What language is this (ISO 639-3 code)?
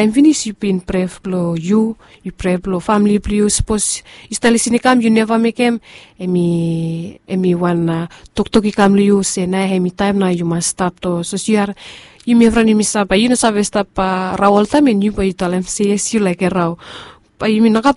bis